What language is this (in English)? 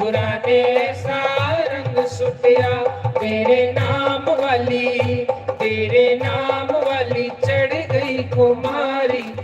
Dogri